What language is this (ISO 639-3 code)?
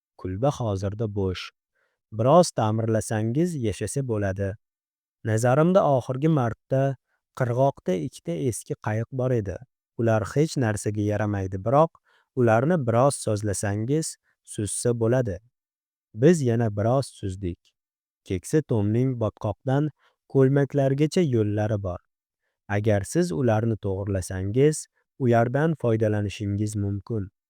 uzb